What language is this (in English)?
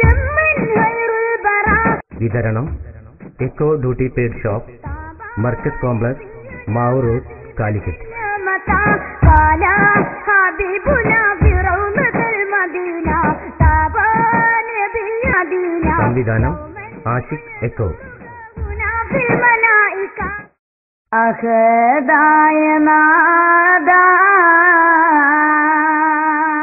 Malayalam